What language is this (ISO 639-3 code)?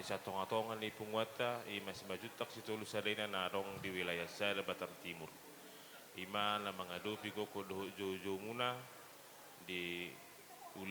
bbc